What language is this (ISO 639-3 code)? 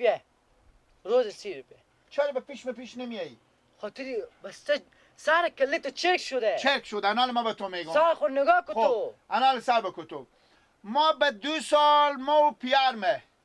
fas